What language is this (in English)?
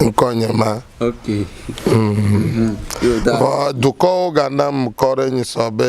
Ewe